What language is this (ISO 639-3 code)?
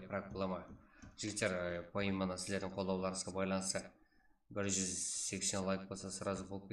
kaa